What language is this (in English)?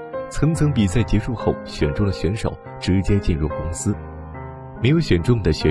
Chinese